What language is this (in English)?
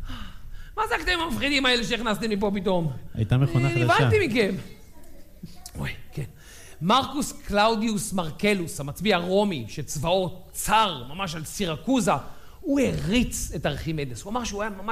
Hebrew